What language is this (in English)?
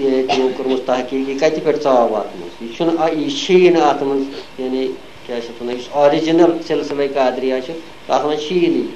Kashmiri